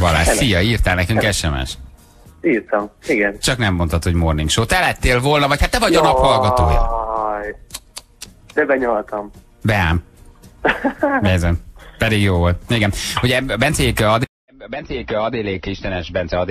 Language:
Hungarian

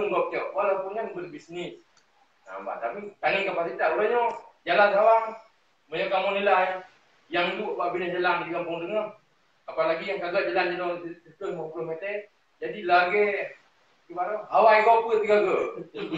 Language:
Achinese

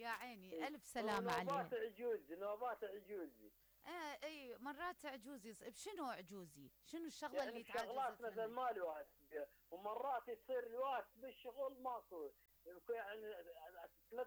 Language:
Mesopotamian Arabic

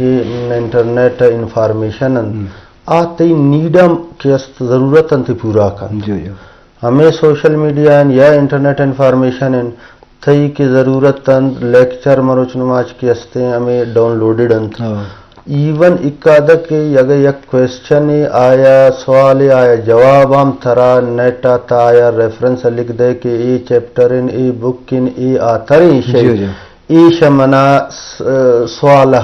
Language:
Baluchi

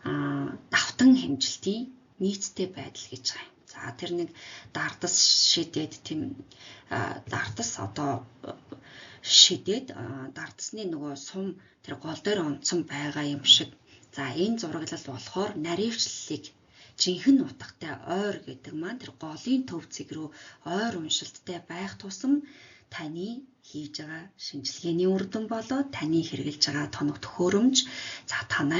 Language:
Mongolian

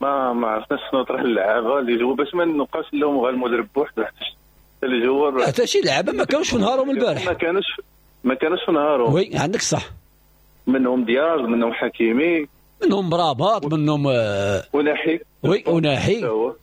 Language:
Moroccan Arabic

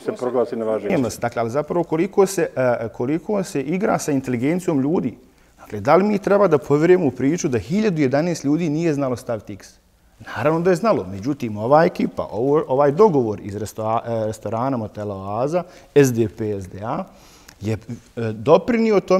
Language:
Bosnian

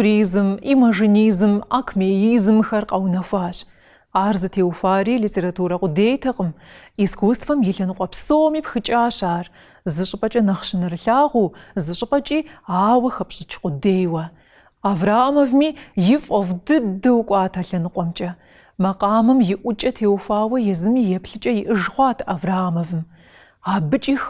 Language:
Kabardian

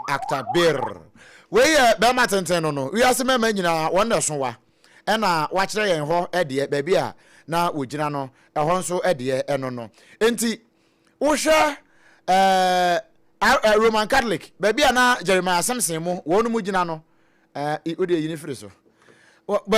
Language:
Akan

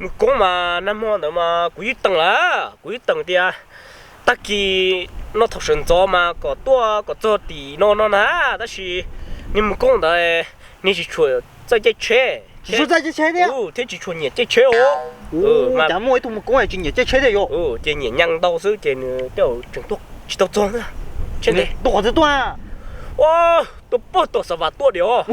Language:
Hmong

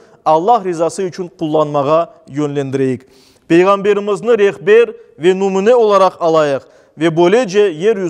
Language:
Crimean Tatar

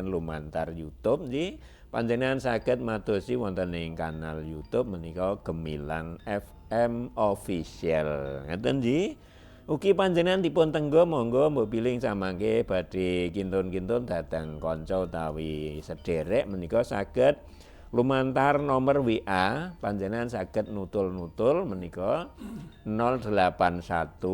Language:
Javanese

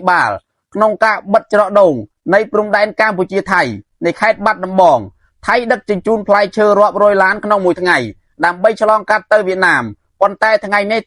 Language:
Khmer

